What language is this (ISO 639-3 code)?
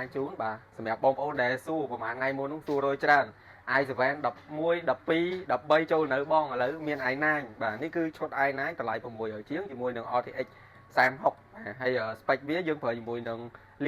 khm